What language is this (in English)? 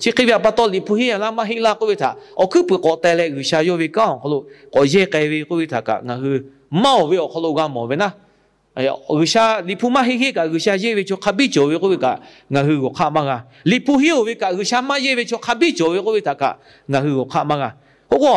Lahu